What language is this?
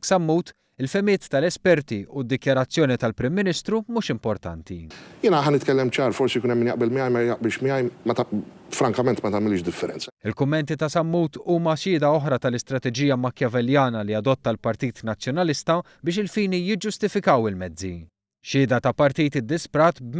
Maltese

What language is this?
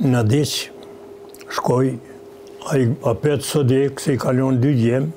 Albanian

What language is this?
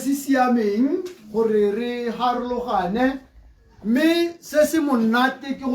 Tswana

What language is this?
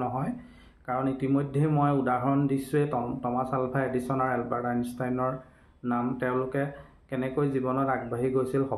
Assamese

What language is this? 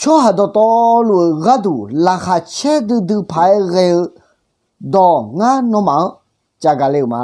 Akha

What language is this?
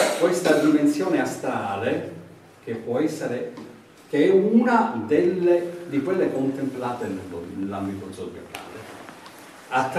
Italian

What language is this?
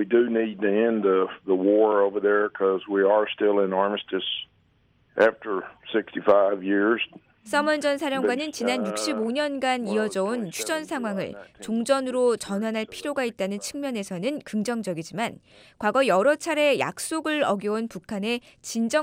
Korean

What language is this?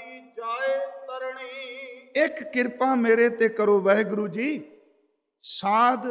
Punjabi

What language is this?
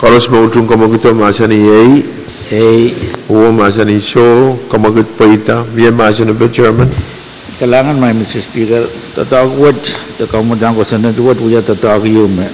Pohnpeian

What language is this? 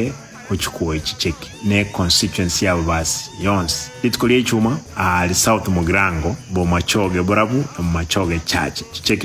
Gusii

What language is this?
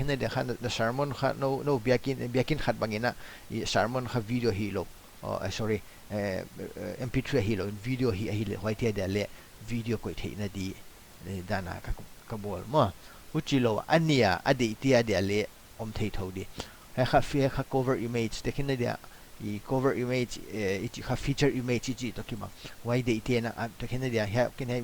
Paite Chin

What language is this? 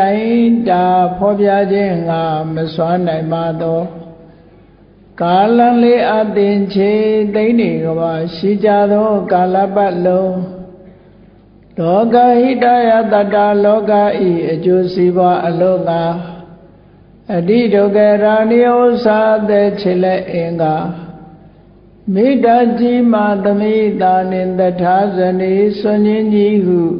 Burmese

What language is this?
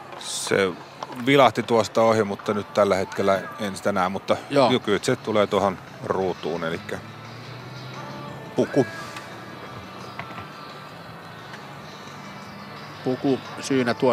Finnish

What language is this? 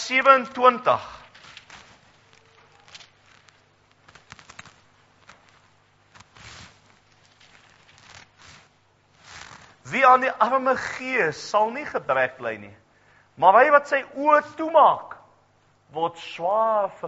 Afrikaans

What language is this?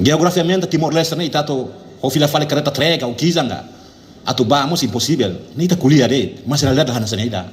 Tetum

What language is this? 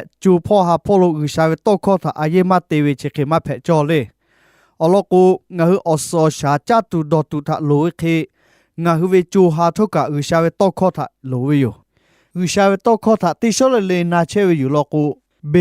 Lahu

